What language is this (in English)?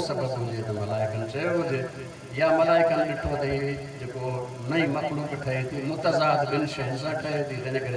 Sindhi